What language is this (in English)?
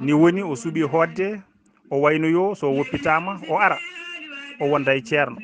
Fula